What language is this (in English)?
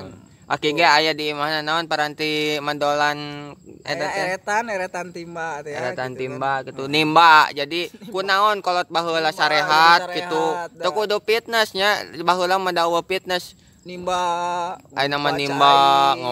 Sundanese